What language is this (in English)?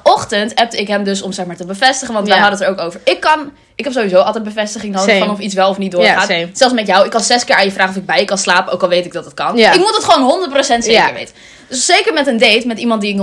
Dutch